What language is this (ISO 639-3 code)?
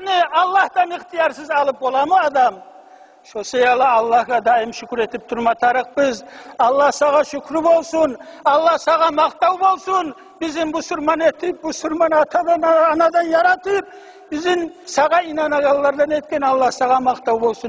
kum